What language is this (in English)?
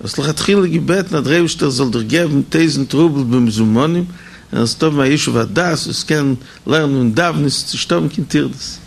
Yiddish